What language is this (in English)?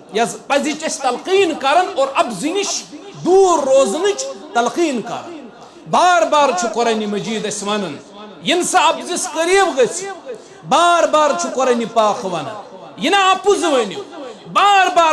Kashmiri